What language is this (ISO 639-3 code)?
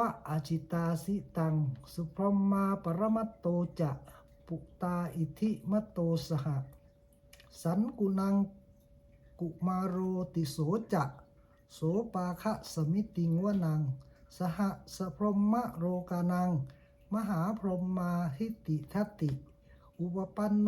pli